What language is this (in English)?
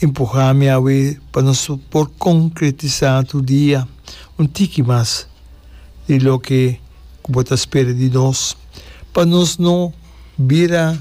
Papiamento